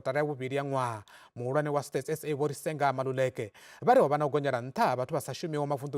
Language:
Venda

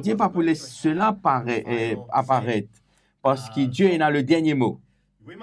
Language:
Morisyen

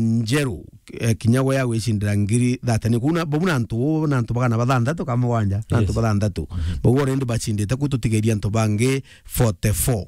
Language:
Meru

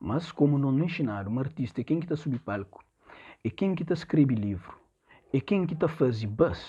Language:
Kabuverdianu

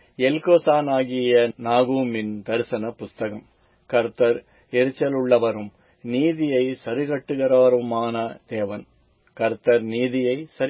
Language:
Tamil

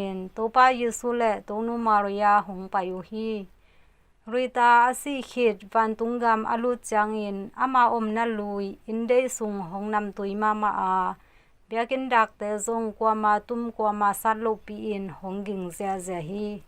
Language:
Tedim Chin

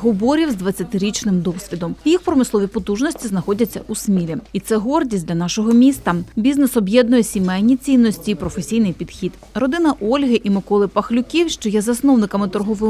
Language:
Ukrainian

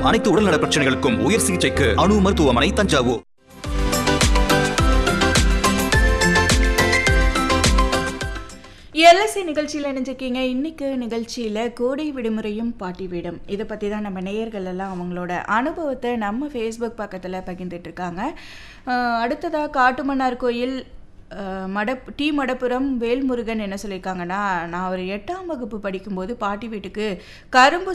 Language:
Tamil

